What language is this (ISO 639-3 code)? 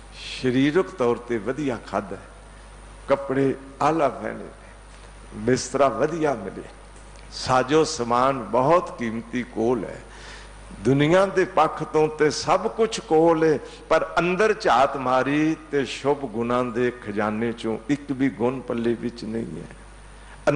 pan